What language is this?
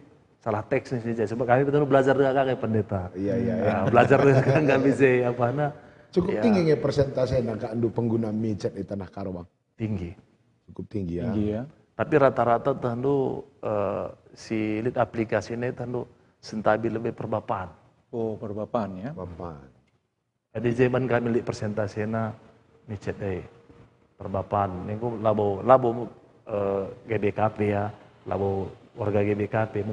Batak Karo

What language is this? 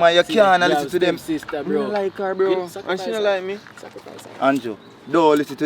Jamaican Creole English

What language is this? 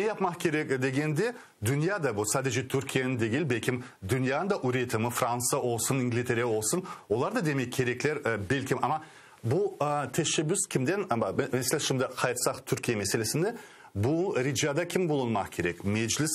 Crimean Tatar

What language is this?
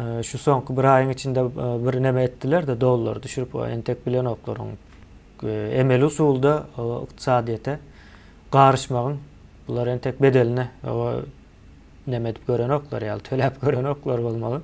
Turkmen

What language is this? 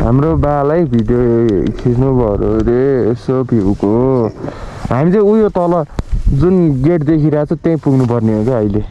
Nepali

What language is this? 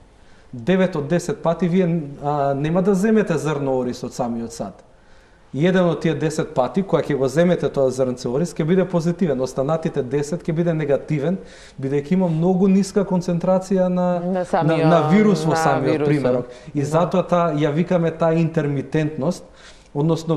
Macedonian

